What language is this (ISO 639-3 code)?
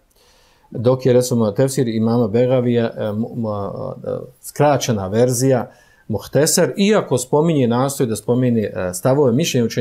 bos